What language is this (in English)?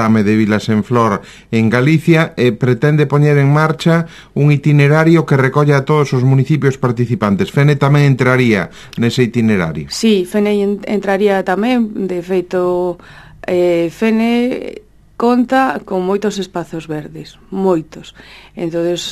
Galician